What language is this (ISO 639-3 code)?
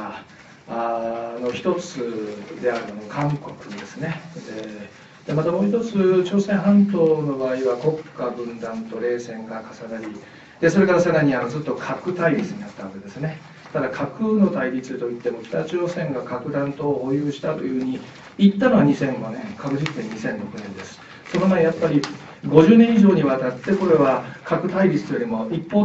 jpn